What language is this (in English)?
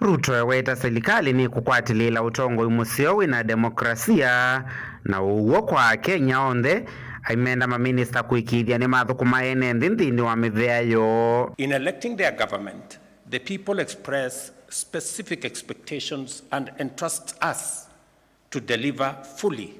Kamba